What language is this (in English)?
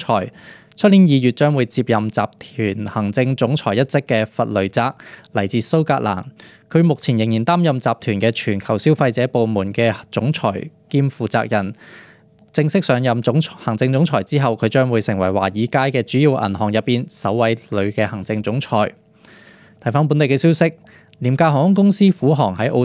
Cantonese